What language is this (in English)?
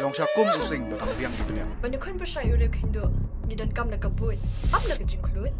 Khasi